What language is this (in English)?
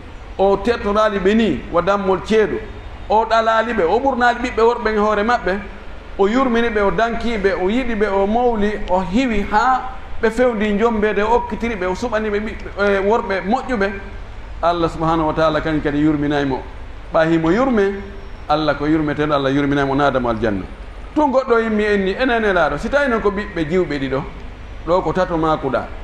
Fula